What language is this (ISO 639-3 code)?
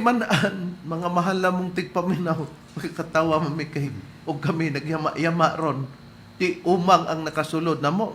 ceb